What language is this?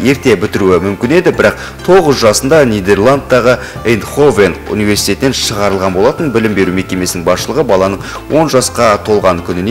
Kazakh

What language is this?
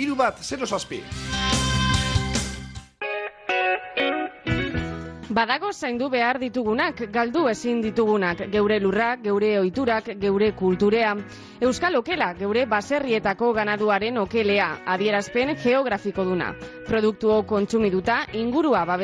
Basque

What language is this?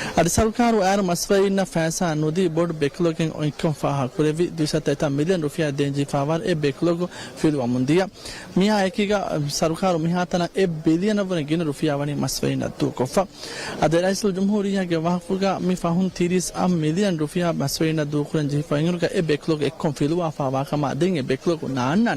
Divehi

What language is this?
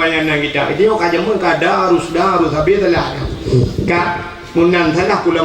Achinese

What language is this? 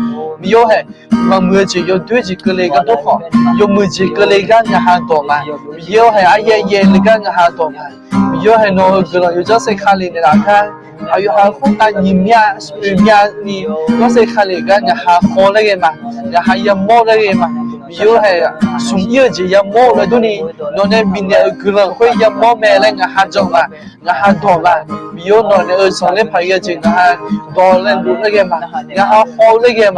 Akha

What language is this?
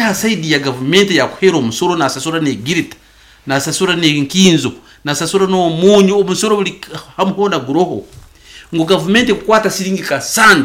Nyankole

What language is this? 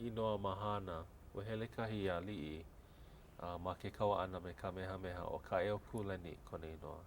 Hawaiian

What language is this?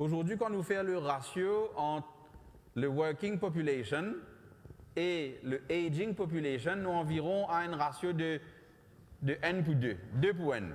Morisyen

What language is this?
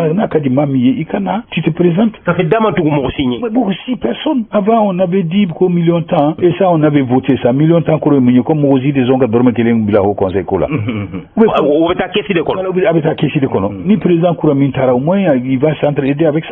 Bambara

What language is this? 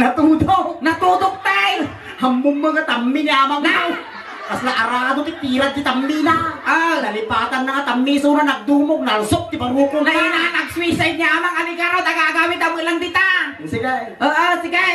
Iloko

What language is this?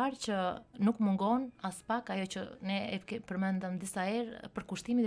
Albanian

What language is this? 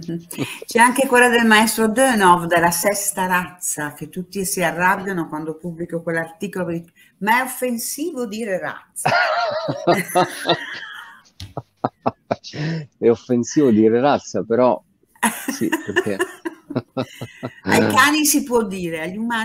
Italian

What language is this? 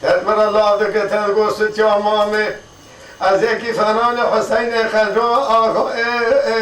Kurdish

